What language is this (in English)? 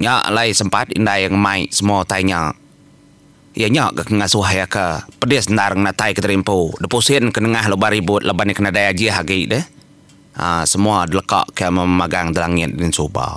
Iban